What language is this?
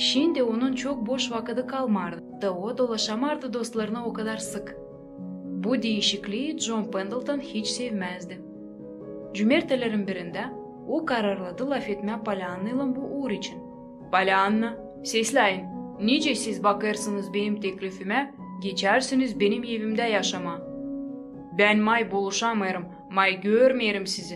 Gagauz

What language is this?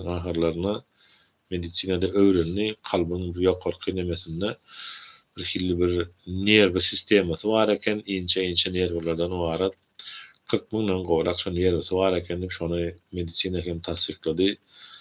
Turkmen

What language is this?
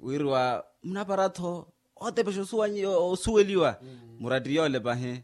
Makhuwa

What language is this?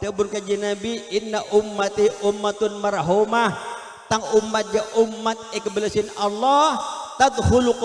Madurese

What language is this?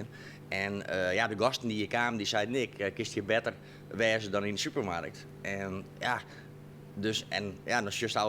Western Frisian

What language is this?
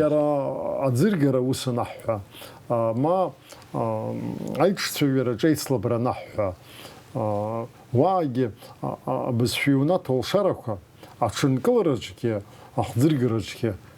Abkhazian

